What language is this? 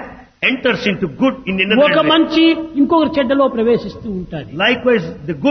Telugu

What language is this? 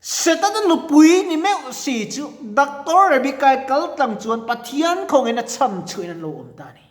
Mizo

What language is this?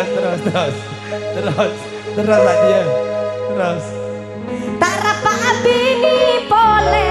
Madurese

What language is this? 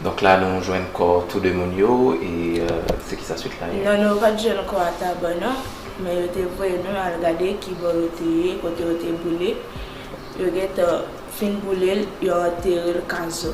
Haitian Creole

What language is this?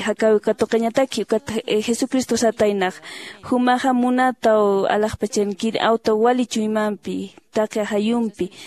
Aymara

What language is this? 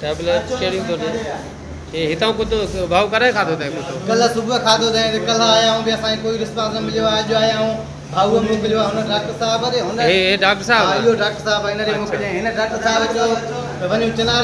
Sindhi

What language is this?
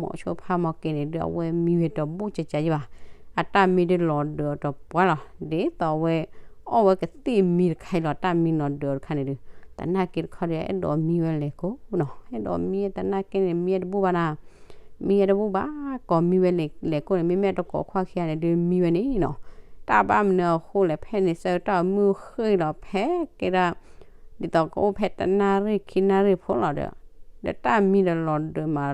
S'gaw Karen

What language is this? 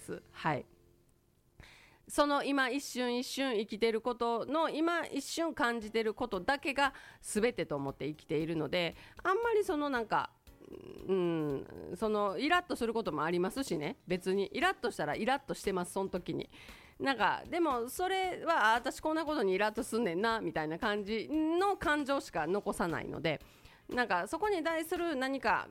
Japanese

